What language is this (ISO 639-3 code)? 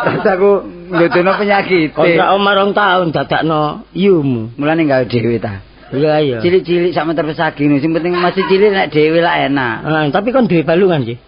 jav